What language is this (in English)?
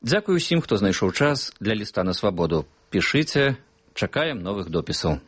Belarusian